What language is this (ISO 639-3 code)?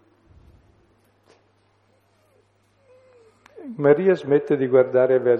ita